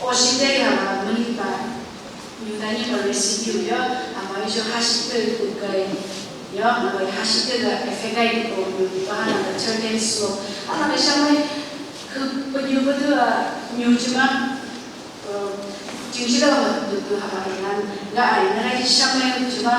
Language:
Phom Naga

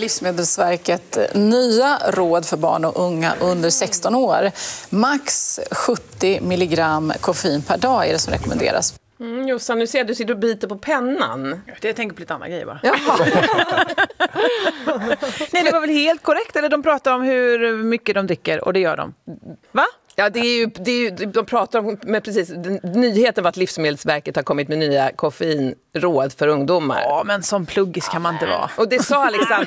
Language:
Swedish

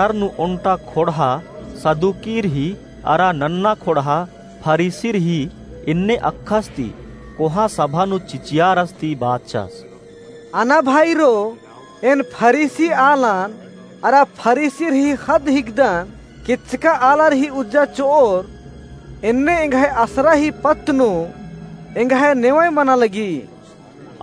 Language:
Kurukh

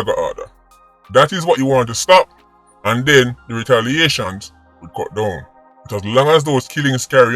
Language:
Jamaican Creole English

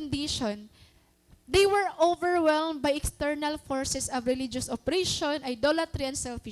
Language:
Waray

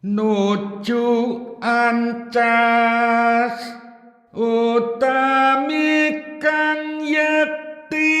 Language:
Javanese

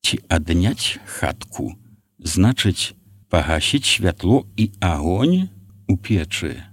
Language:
Belarusian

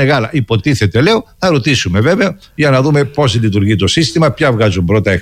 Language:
Greek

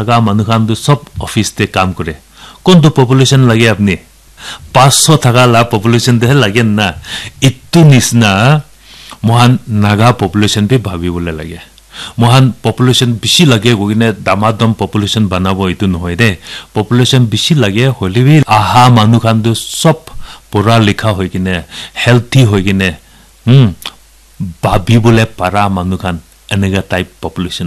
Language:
Naga Pidgin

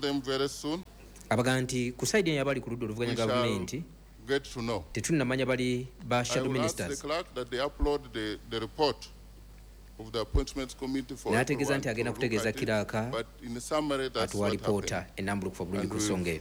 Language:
Ganda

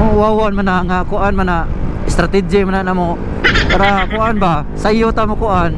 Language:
Cebuano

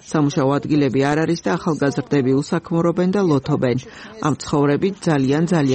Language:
Georgian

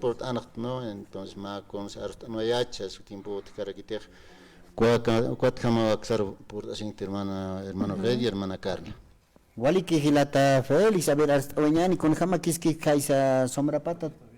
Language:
Aymara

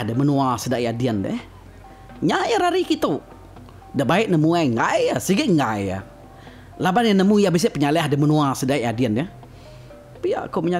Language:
Iban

